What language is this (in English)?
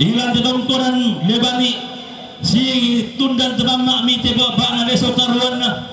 Toraja-Sa'dan